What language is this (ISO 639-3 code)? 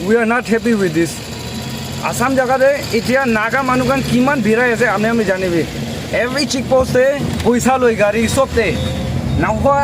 nag